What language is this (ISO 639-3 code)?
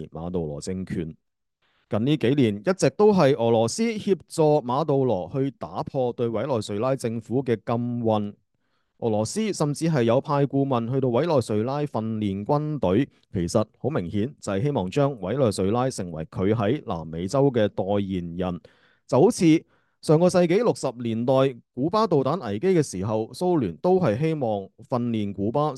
yue